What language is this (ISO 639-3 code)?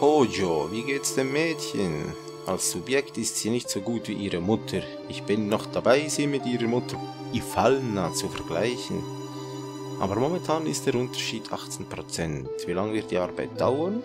gsw